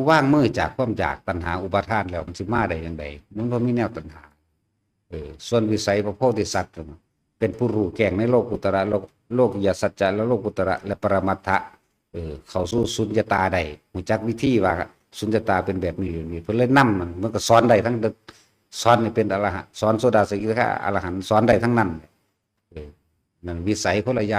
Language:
Northeastern Thai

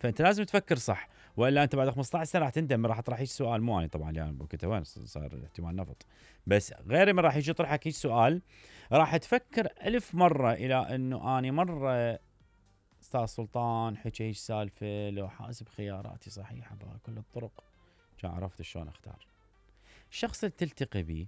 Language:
Mesopotamian Arabic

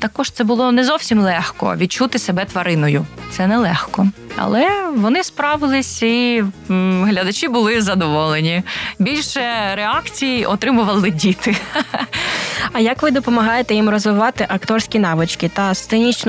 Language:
Ukrainian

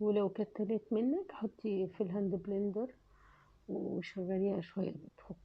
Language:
Egyptian Arabic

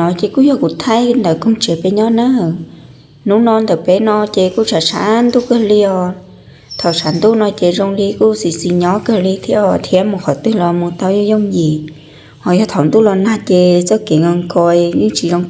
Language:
Hmong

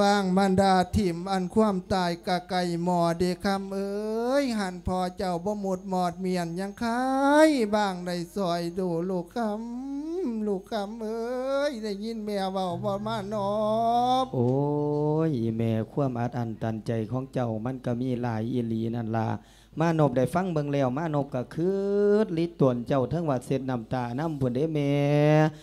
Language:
Lao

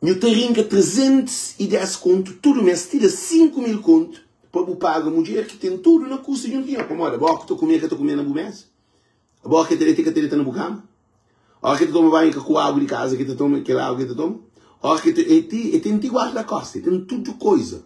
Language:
Kabuverdianu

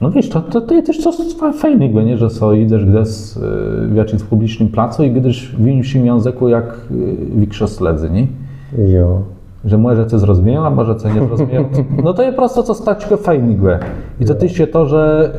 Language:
Kashubian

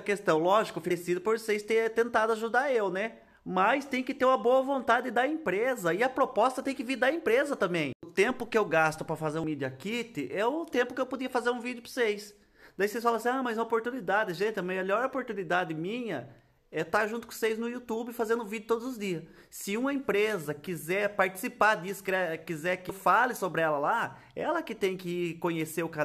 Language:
Portuguese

